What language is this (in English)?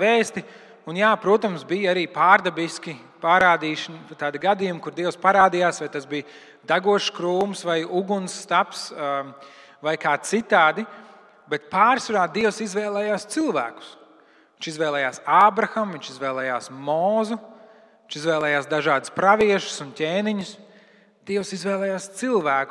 Latvian